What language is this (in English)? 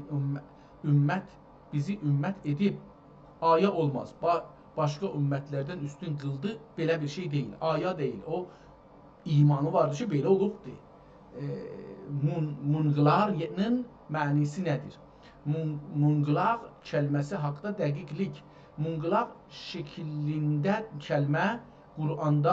South Azerbaijani